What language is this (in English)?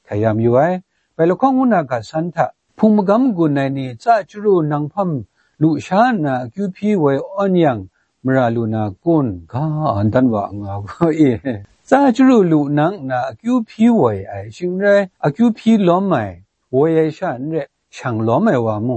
Kachin